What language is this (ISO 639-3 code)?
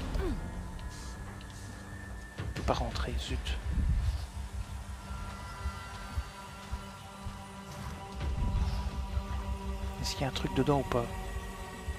fra